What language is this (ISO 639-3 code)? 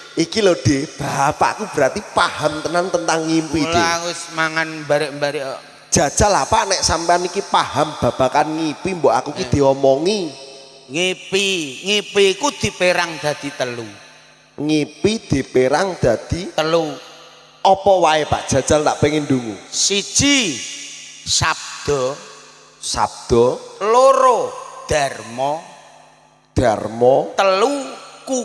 jav